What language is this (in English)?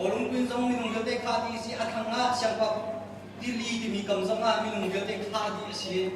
Hakha Chin